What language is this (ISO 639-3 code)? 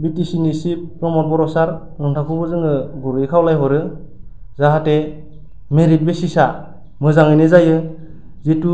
brx